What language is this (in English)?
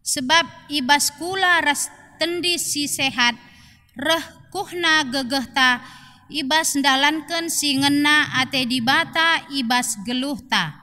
Batak Karo